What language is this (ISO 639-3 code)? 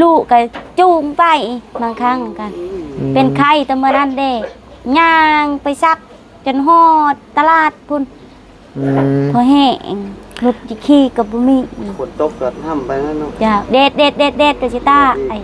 tts